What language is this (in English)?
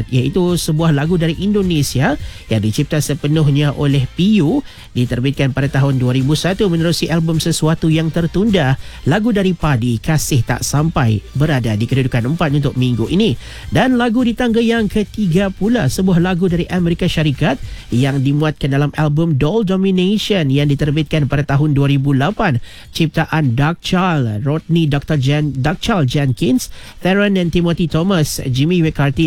Malay